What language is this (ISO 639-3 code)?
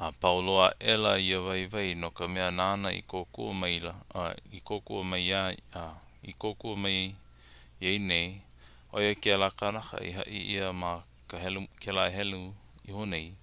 haw